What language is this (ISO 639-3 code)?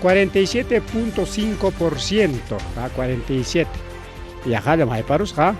quy